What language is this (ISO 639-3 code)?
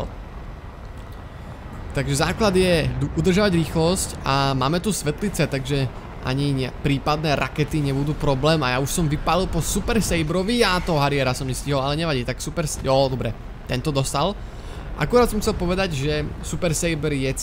slk